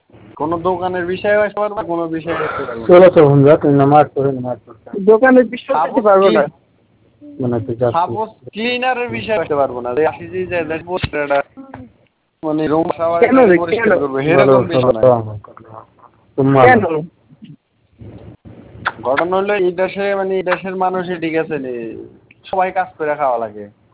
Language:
Bangla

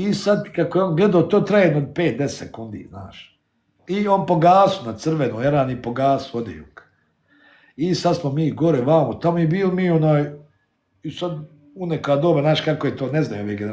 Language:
Bosnian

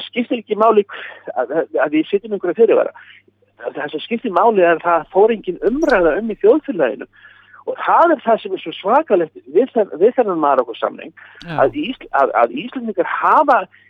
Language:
Icelandic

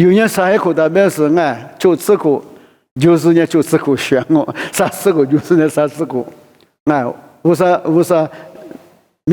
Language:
Lisu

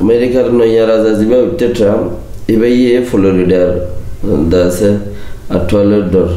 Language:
Rohingya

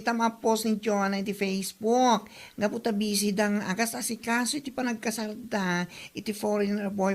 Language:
Iloko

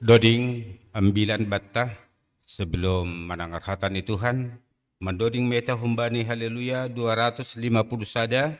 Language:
Batak Simalungun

